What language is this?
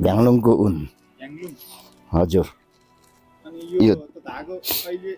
Nepali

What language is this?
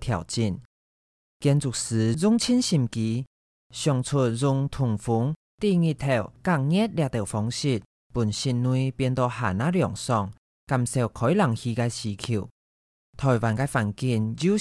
Hakka Chinese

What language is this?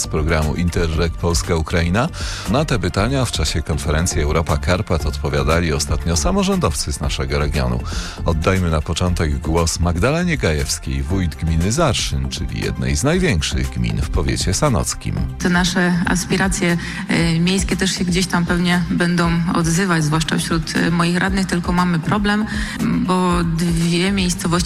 Polish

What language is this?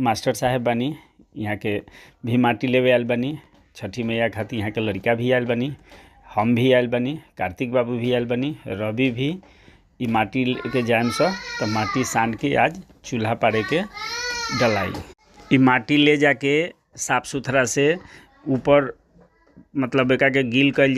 Bhojpuri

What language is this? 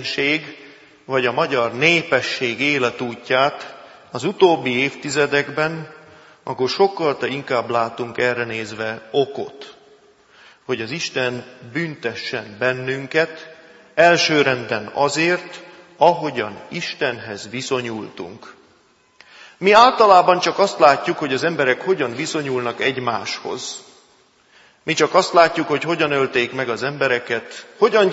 Hungarian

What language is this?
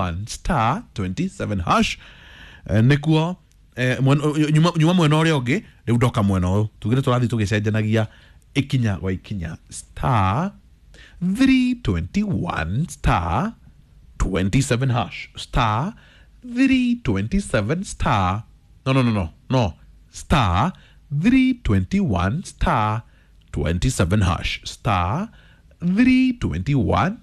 Kikuyu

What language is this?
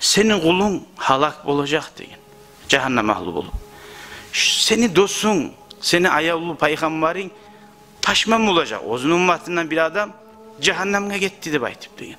Kumyk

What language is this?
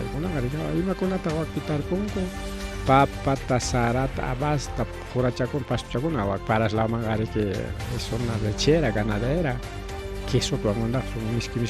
Ayacucho Quechua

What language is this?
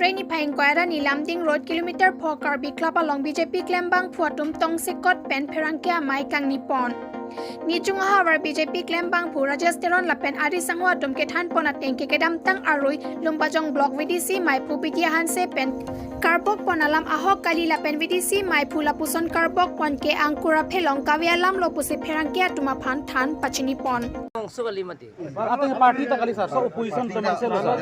Karbi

